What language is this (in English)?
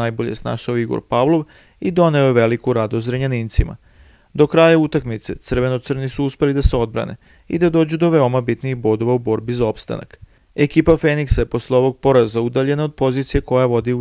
Serbian